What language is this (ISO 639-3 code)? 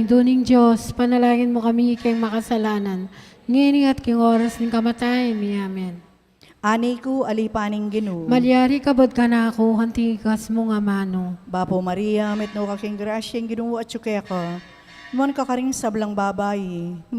pam